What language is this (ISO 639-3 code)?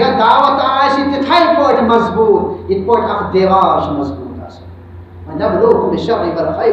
kas